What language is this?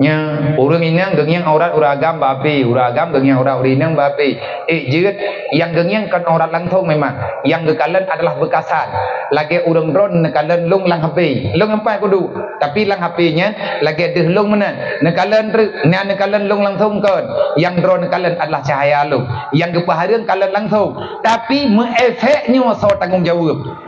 Achinese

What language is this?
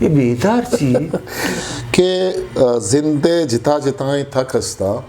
Eastern Balochi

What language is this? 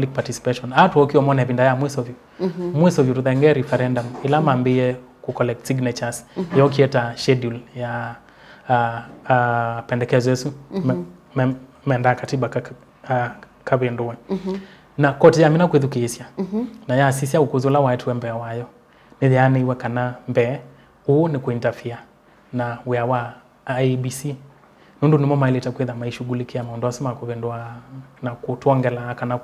Kamba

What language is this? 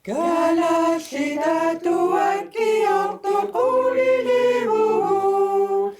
Kalaallisut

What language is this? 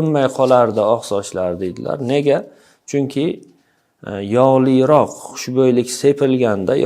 Uzbek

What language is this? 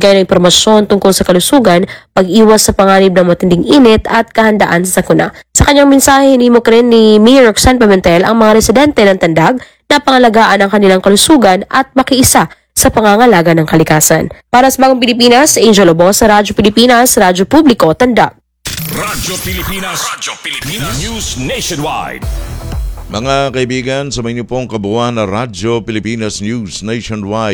Filipino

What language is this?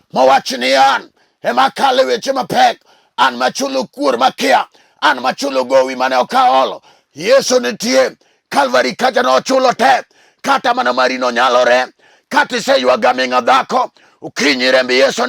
Luo (Kenya and Tanzania)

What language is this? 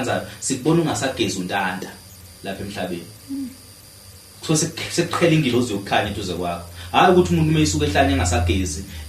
Zulu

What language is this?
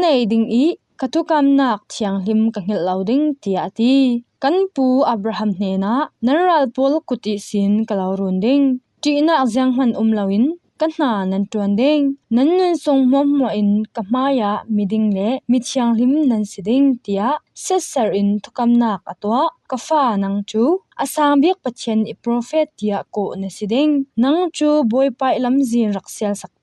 Falam Chin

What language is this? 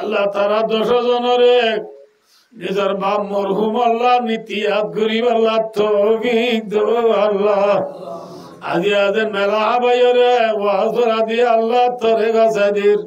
Rohingya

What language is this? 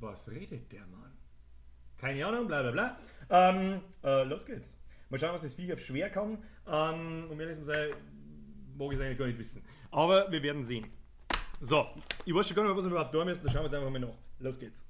Bavarian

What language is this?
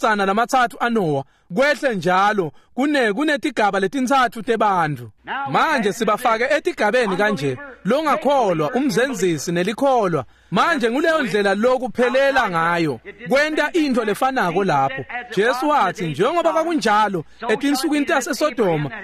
Swati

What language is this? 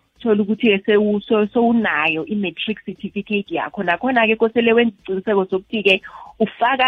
South Ndebele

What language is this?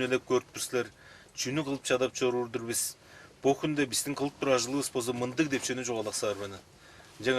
Tuvinian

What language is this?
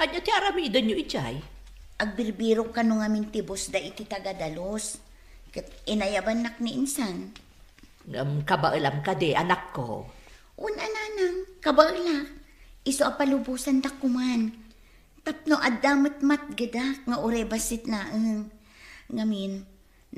Iloko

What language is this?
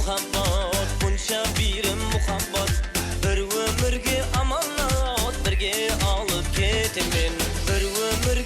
Kara-Kalpak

